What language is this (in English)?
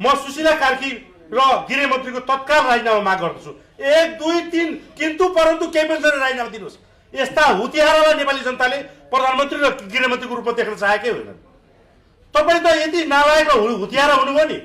Nepali